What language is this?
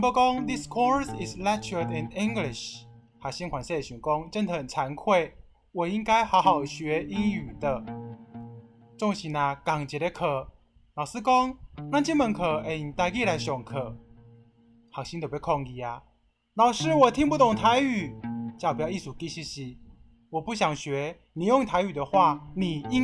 Min Nan Chinese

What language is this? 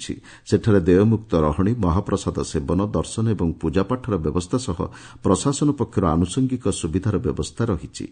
Odia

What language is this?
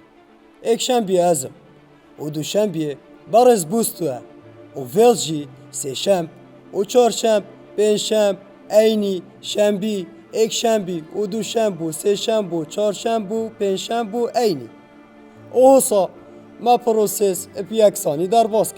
Kurdish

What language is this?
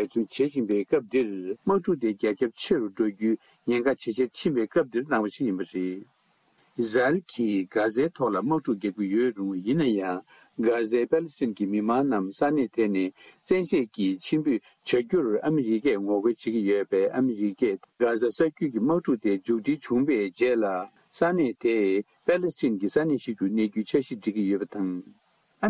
Tibetan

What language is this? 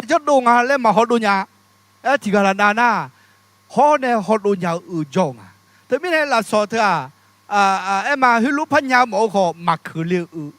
Akha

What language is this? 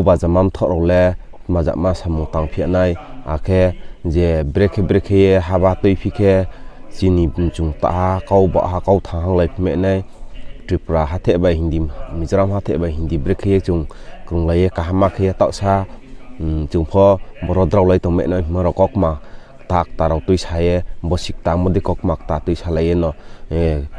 Riang (India)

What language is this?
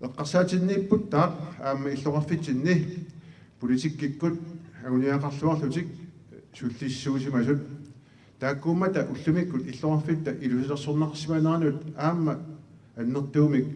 Kalaallisut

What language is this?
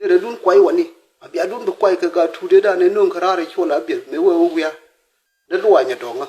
Nuer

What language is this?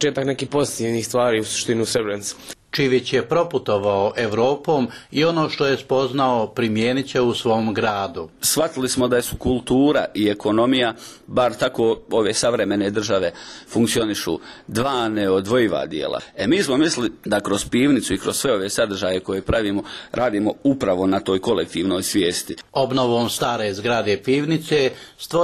Bosnian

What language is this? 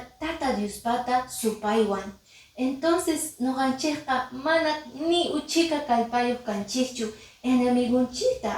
Quechua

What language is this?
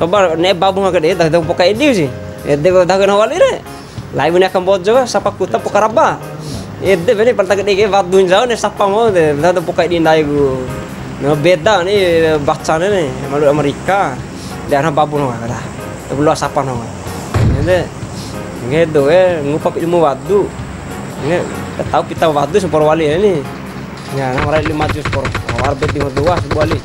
Bima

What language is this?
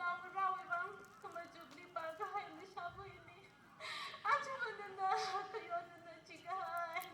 Tangkhul Naga (India)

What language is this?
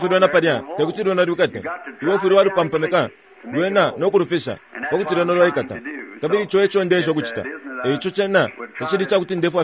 Bemba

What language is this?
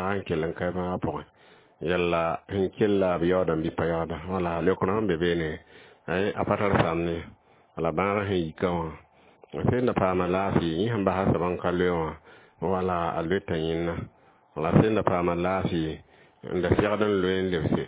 Mossi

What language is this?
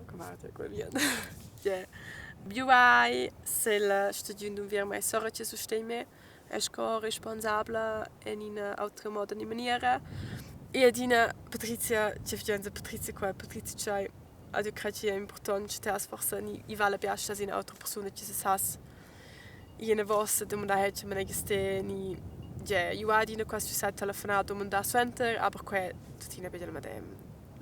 Romansh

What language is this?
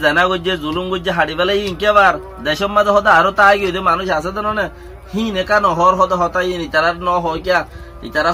Rohingya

